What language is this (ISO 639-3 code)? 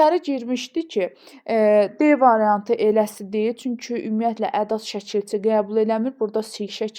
aze